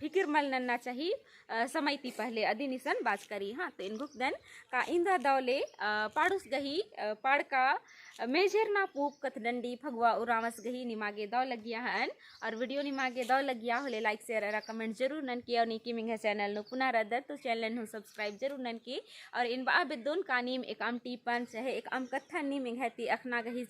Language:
Kurukh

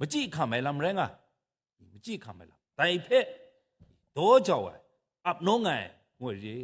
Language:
Kachin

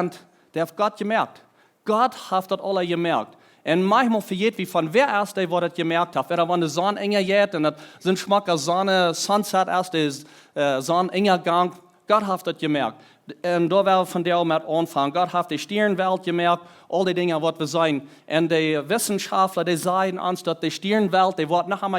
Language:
Plautdietsch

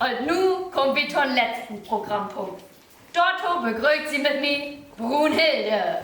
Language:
Low German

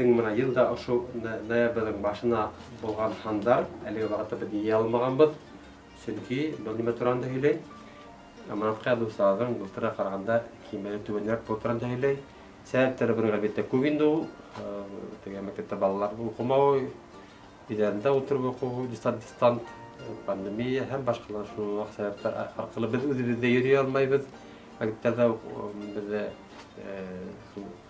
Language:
Bashkir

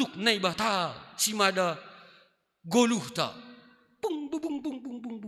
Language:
Batak Simalungun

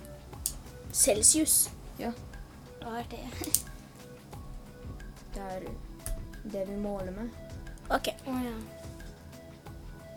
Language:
Norwegian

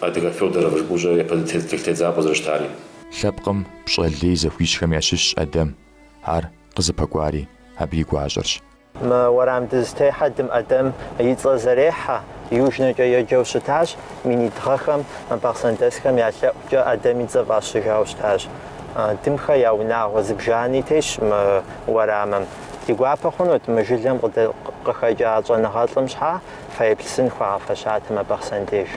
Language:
Kabardian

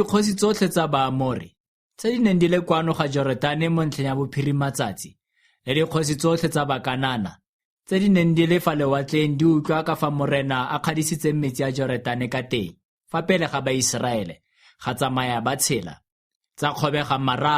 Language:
Tswana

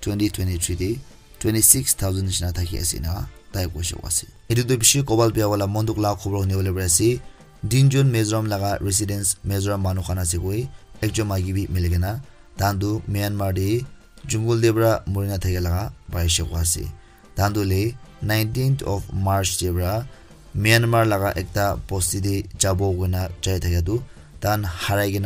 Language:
Naga Pidgin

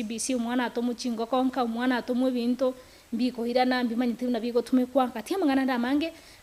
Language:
Gusii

